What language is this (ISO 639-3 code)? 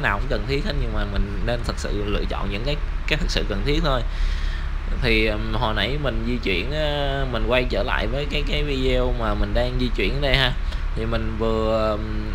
vie